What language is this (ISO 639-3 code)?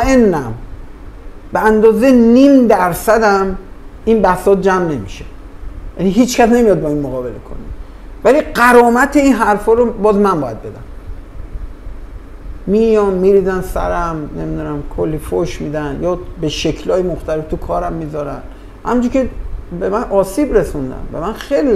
fas